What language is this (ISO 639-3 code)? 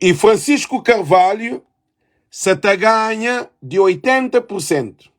kea